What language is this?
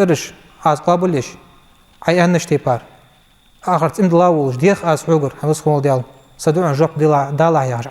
Ingush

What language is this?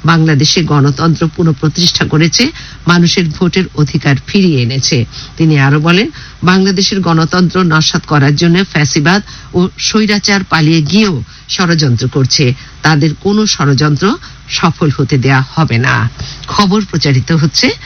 Bangla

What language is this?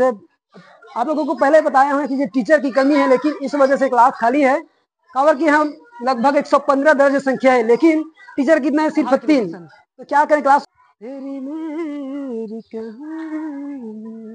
Chhattisgarhi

